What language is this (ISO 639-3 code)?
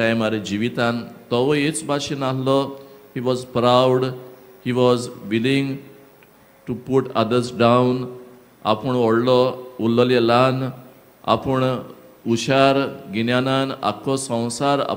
kok